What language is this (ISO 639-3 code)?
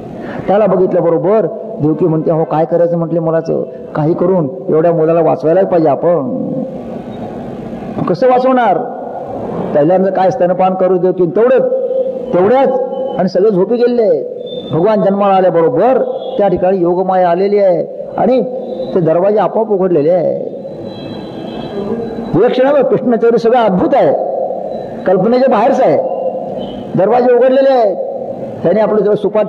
mar